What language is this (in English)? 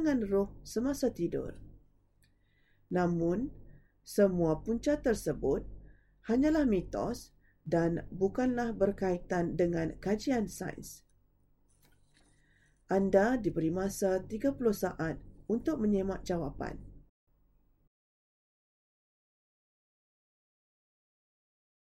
Malay